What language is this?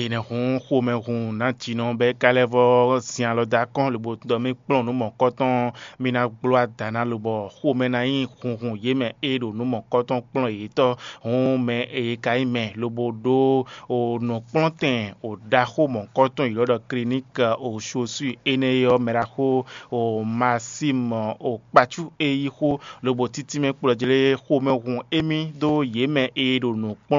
Fon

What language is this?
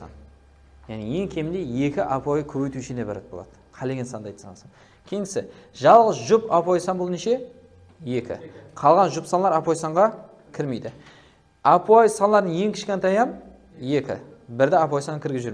Kara-Kalpak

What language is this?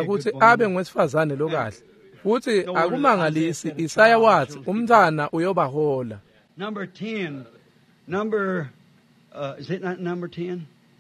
Swati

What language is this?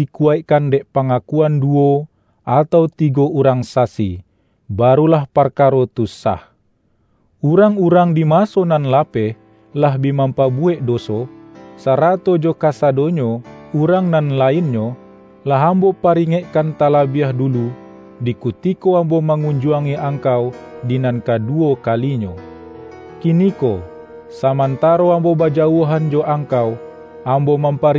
Minangkabau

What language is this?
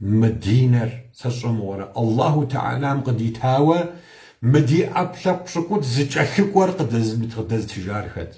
Kabardian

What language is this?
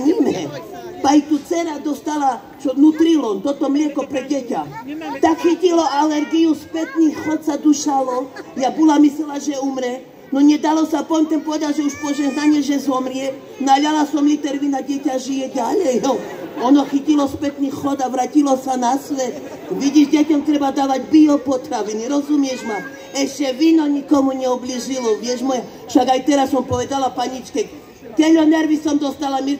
Slovak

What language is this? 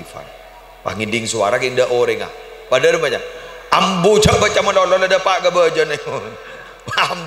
Madurese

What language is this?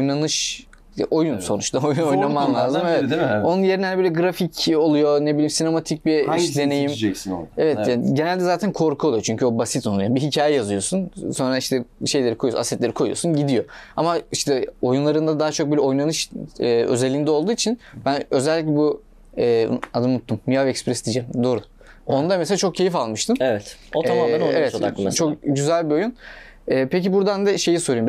Turkish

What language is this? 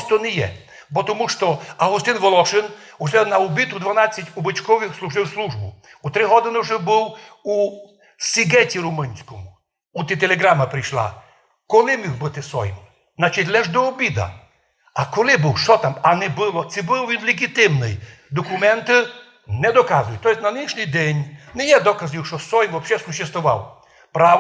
Rusyn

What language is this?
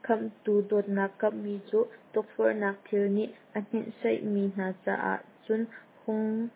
Hakha Chin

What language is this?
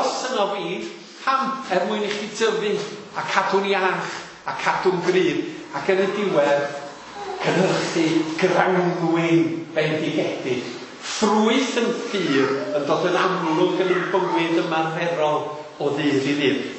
Welsh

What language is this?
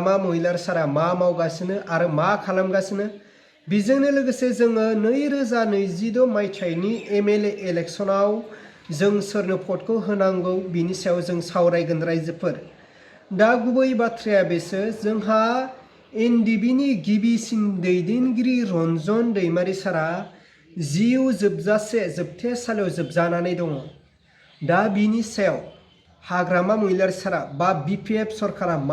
Bodo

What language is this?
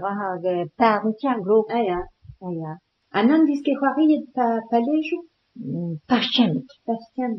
Breton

